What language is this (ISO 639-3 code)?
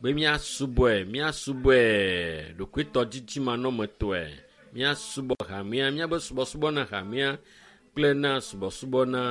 ewe